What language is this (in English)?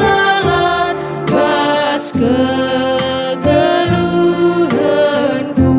Batak Karo